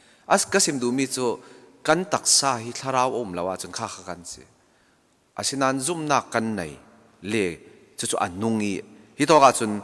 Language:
Falam Chin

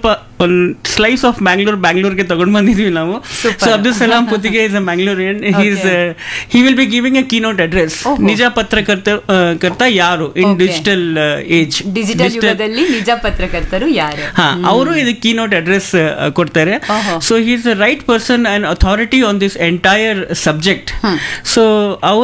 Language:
Kannada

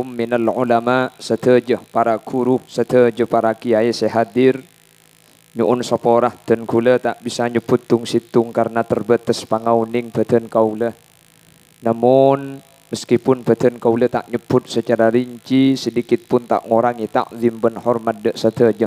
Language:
Madurese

